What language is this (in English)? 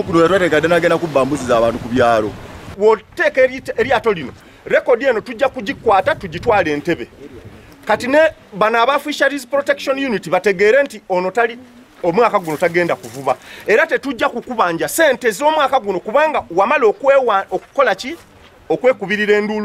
Ganda